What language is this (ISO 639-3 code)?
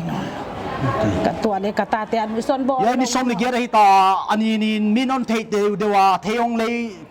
pck